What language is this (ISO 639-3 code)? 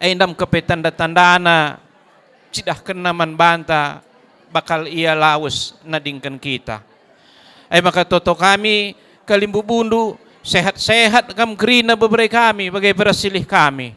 btx